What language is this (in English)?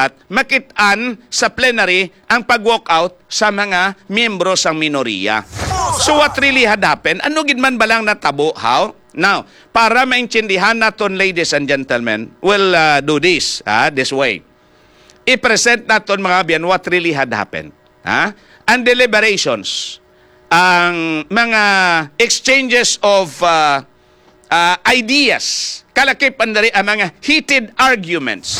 Hiligaynon